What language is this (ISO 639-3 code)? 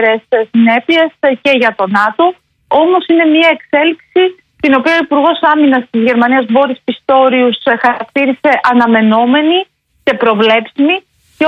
ell